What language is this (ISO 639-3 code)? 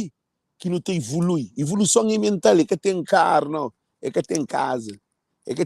kea